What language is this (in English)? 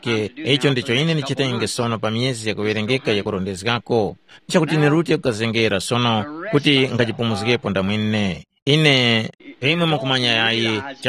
Tumbuka